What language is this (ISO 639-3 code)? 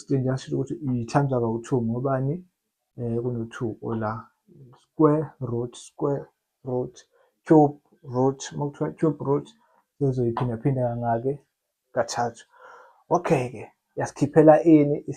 zul